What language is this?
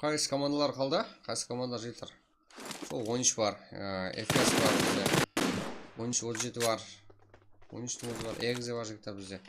Kara-Kalpak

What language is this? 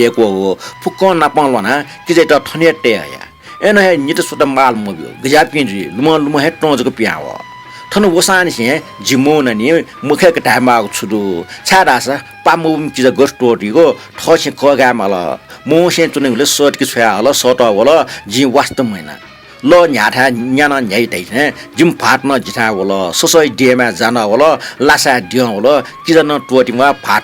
Newari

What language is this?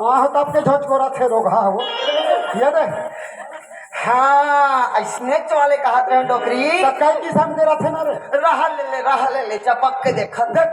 Chhattisgarhi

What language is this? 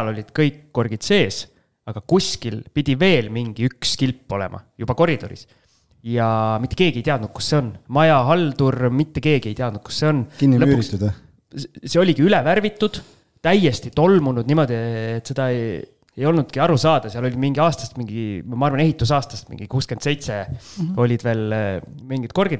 Estonian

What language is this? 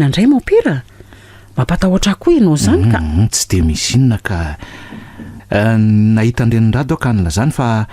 Malagasy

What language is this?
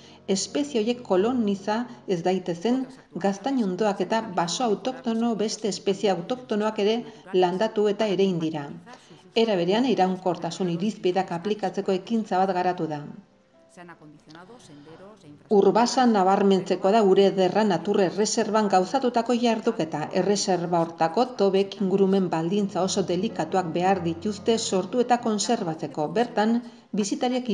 Basque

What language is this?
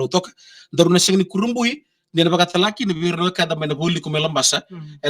Fijian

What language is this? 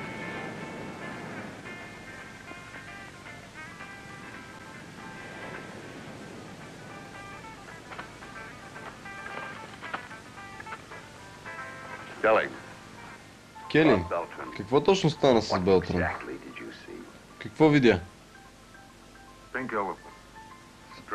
Bulgarian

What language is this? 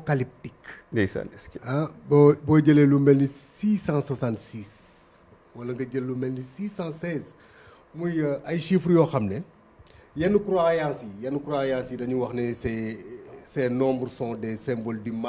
Wolof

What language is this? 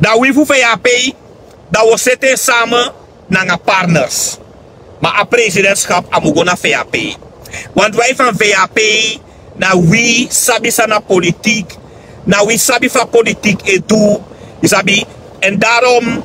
Sranan Tongo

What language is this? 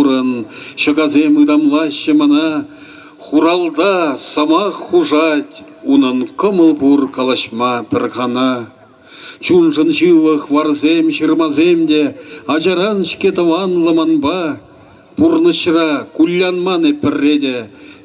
Chuvash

